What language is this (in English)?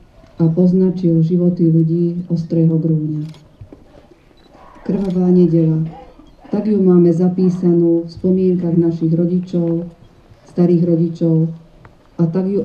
Slovak